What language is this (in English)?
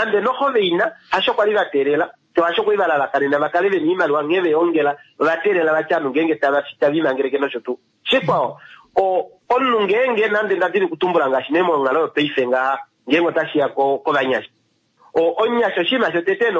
Kuanyama